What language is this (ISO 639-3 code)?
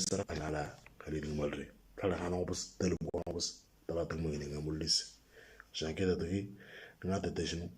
mor